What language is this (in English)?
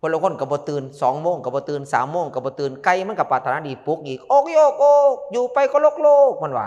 Northeastern Thai